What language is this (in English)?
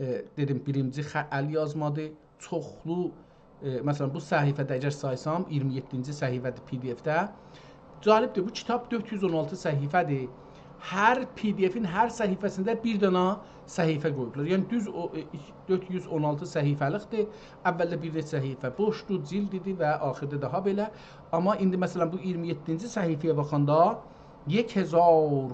South Azerbaijani